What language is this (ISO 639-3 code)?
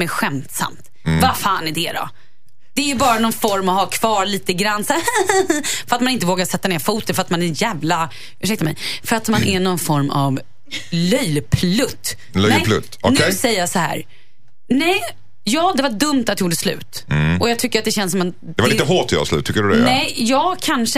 swe